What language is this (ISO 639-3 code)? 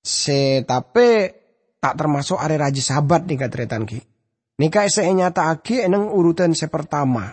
mad